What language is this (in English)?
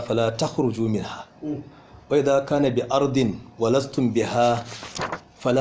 Hausa